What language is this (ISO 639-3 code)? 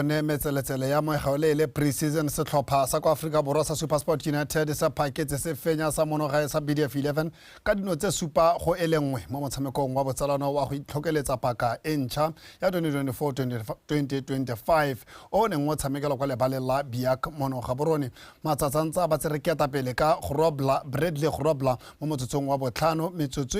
tsn